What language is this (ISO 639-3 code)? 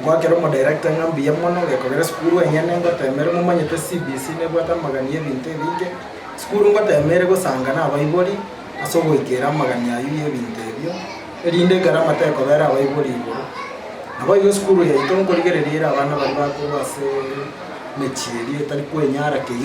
guz